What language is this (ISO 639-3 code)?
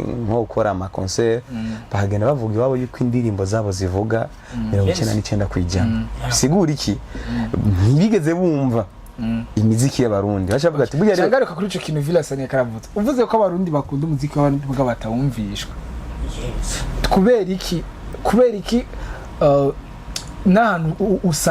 run